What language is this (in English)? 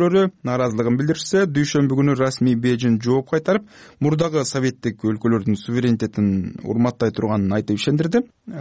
Kyrgyz